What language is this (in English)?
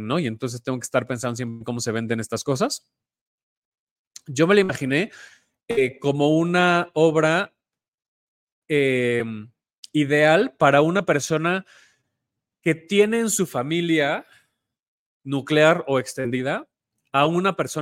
Spanish